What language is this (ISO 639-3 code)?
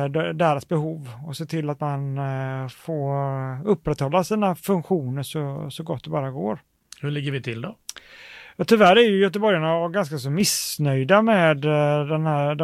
swe